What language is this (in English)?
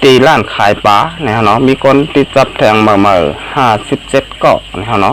Shan